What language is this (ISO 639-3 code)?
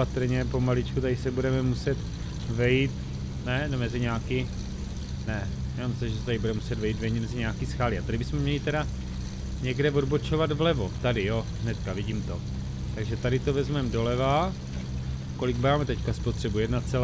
ces